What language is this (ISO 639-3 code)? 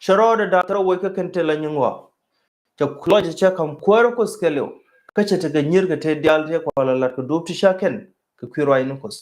nus